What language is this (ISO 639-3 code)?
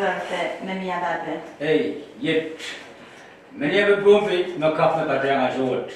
pon